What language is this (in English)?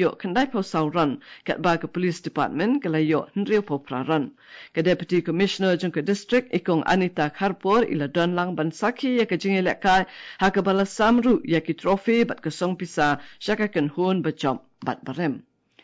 Khasi